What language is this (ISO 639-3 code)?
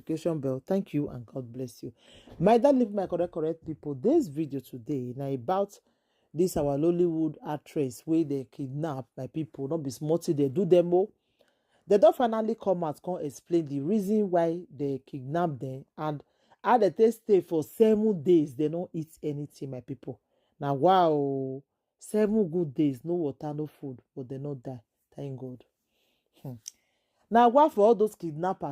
pcm